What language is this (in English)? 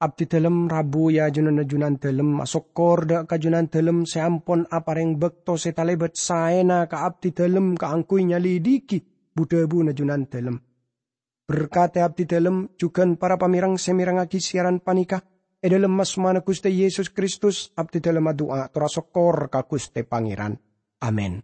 Madurese